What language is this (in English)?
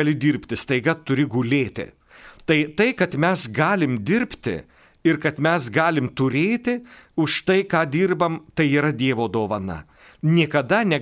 Lithuanian